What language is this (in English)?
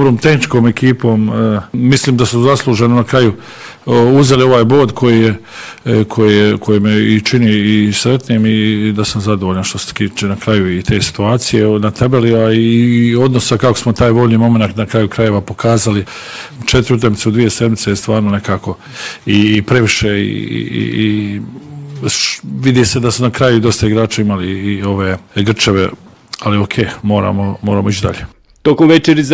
Bosnian